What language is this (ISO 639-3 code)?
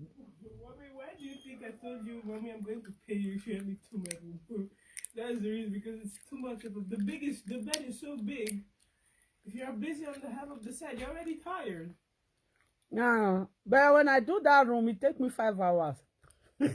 pcm